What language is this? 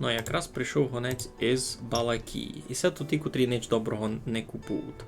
Rusyn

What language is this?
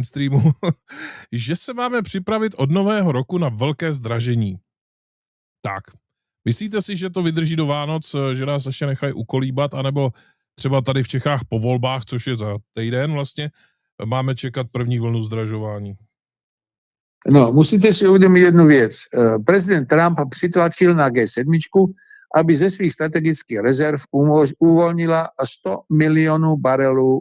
Czech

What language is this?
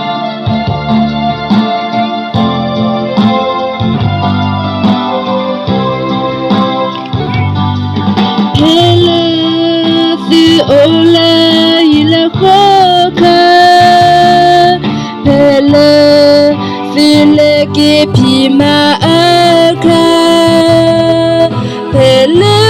S'gaw Karen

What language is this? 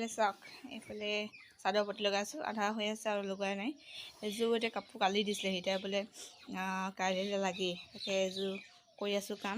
Assamese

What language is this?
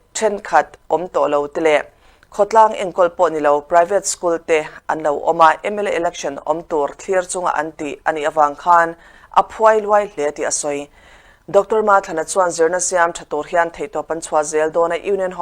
Mizo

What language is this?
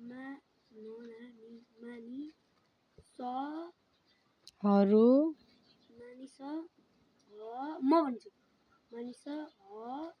Nepali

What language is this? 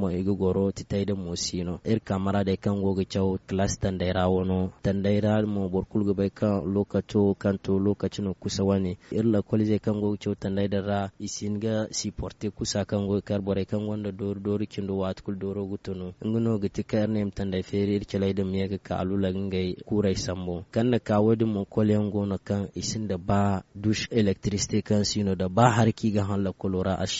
Zarma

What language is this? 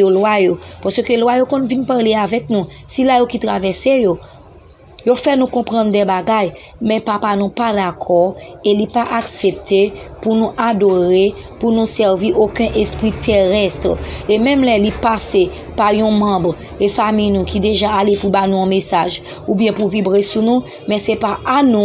Haitian Creole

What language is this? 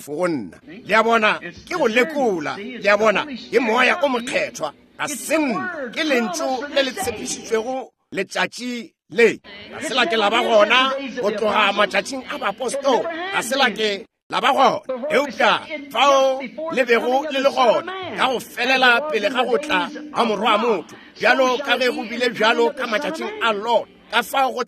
Northern Sotho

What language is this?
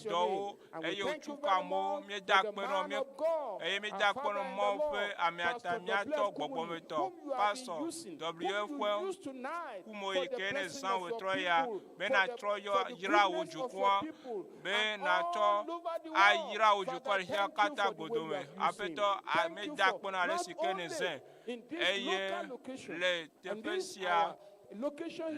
Ewe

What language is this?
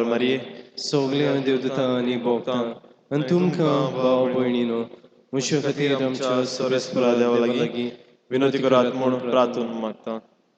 Konkani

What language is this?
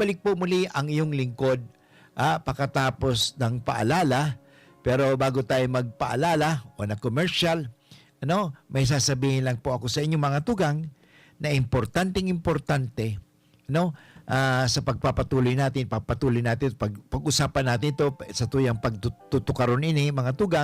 Bikol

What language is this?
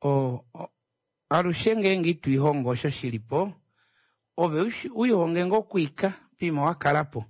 Kuanyama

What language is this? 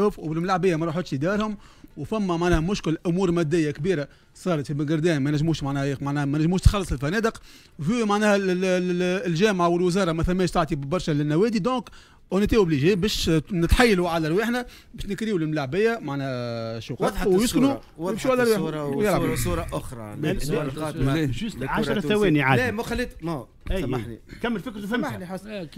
Tunisian Arabic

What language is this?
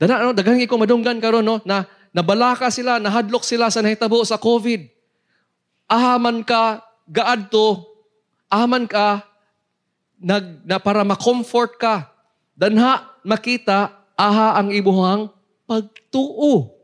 Cebuano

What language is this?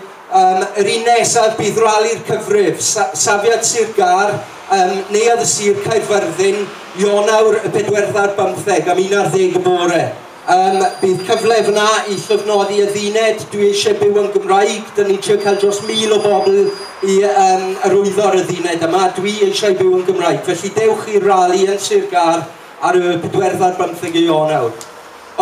Welsh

